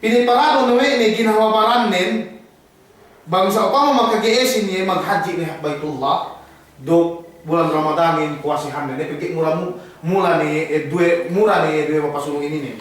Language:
Yakan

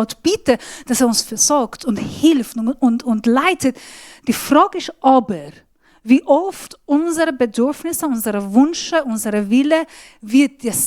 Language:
Swiss German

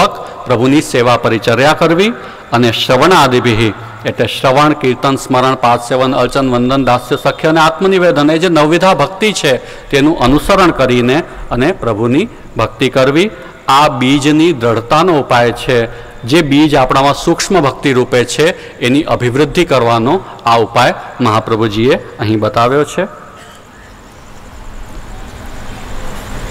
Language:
Gujarati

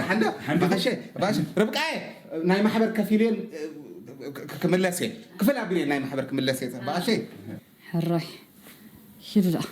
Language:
Tigrinya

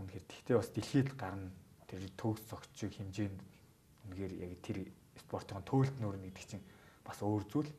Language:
Mongolian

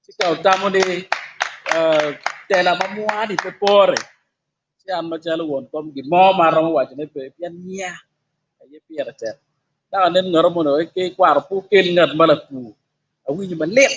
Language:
Acoli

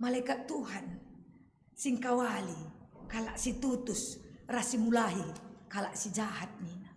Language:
Batak Karo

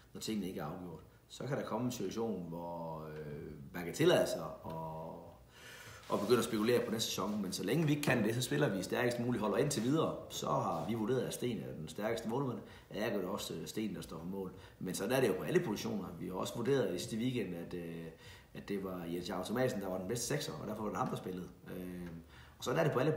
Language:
Danish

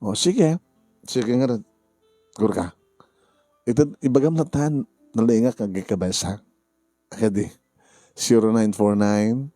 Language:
Iloko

